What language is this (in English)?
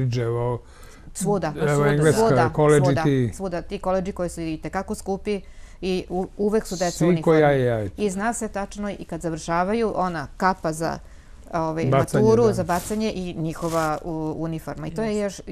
Serbian